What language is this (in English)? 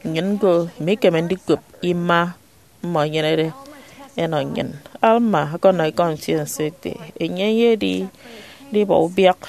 Efik